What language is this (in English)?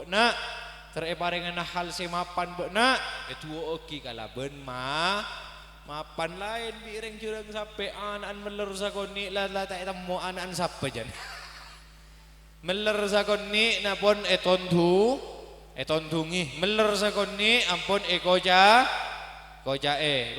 Madurese